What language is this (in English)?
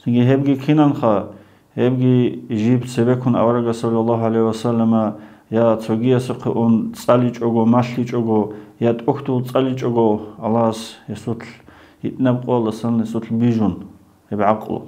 Avaric